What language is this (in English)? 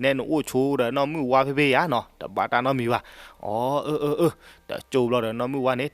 S'gaw Karen